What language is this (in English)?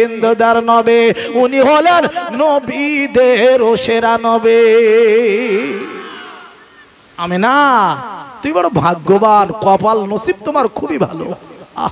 Bangla